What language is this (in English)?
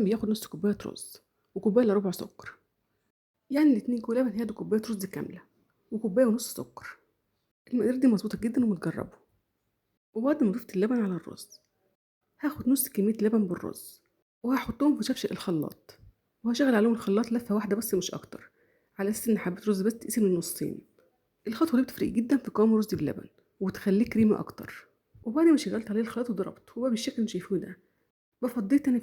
Egyptian Arabic